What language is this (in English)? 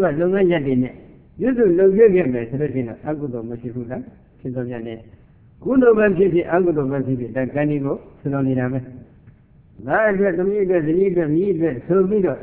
Burmese